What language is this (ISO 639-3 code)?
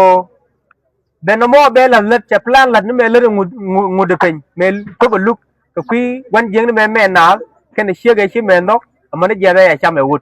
nus